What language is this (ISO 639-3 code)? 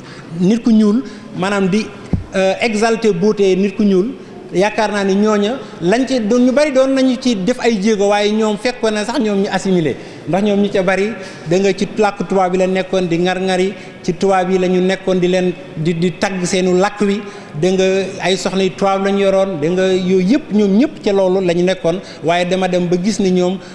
wol